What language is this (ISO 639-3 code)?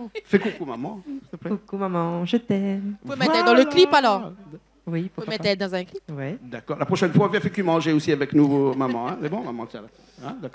rcf